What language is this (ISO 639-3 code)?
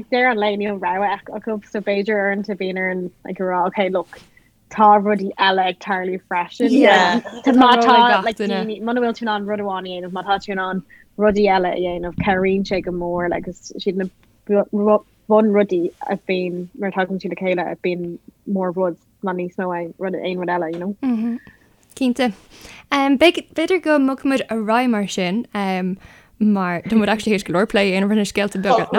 gle